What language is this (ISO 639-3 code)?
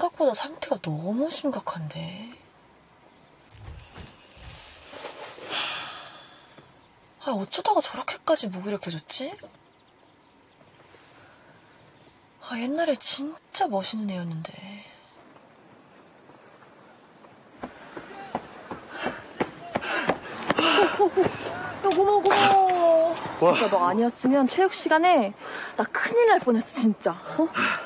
kor